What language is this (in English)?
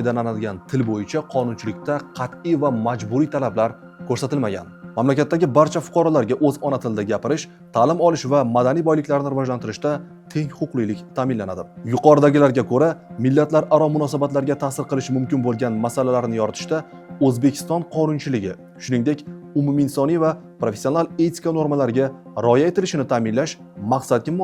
Uzbek